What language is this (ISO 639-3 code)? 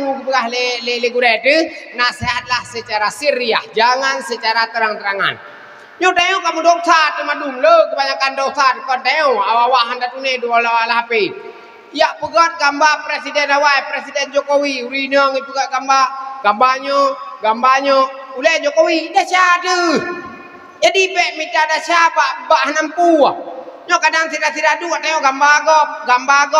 ace